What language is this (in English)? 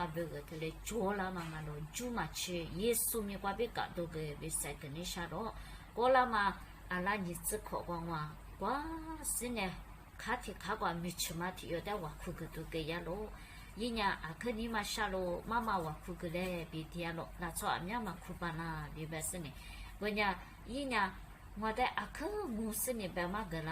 Lisu